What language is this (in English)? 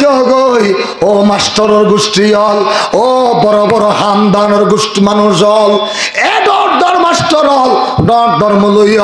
Rohingya